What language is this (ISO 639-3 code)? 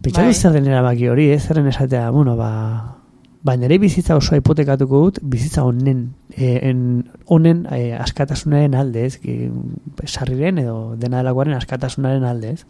eus